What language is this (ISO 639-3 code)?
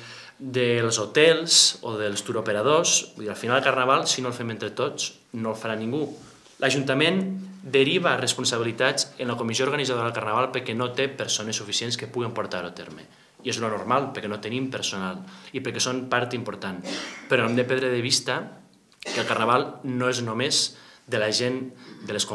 cat